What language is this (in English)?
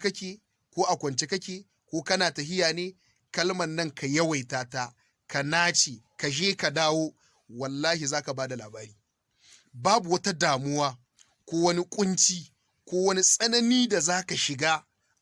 Hausa